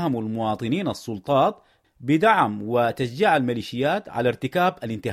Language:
Sudanese Arabic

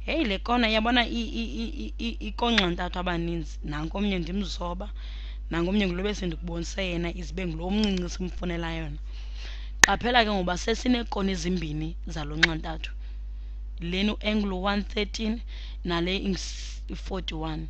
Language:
Xhosa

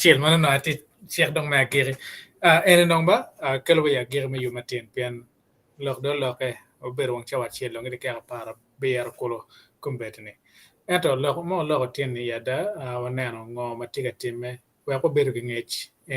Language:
Acoli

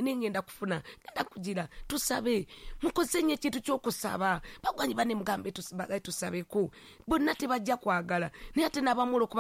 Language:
Ganda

